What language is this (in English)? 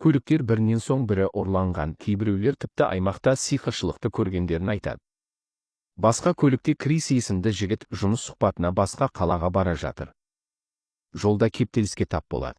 Kazakh